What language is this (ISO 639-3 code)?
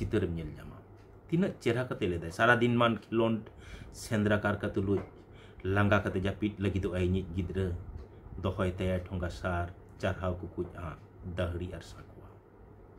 sat